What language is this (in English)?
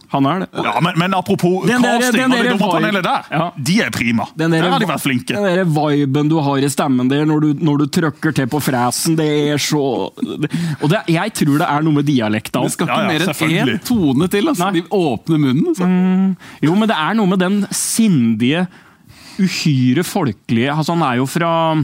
Norwegian